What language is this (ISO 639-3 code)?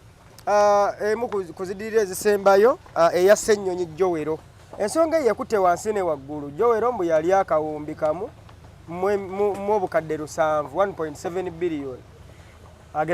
lug